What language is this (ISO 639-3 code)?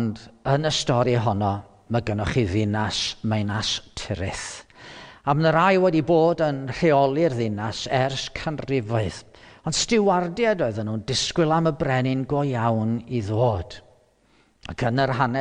cym